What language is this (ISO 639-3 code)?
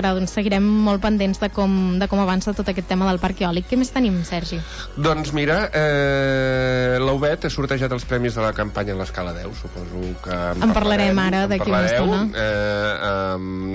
cat